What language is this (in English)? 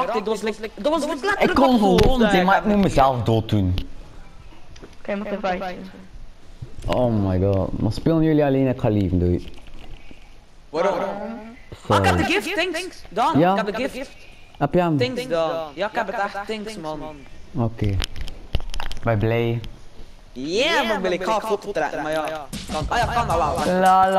Dutch